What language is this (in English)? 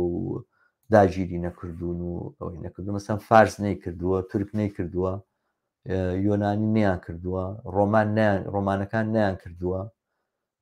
Central Kurdish